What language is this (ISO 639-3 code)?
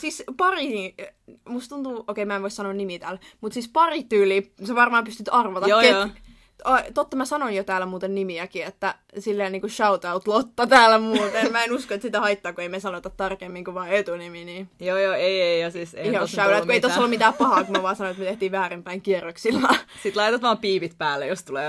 fin